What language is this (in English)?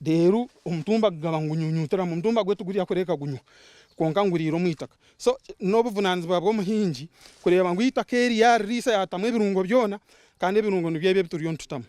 Nyankole